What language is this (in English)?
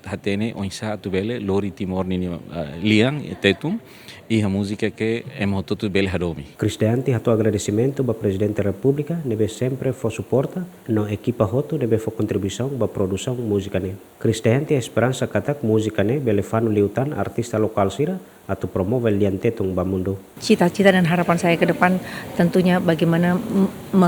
Tetum